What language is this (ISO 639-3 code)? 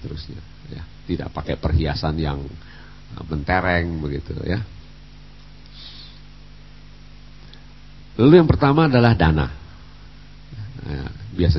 ind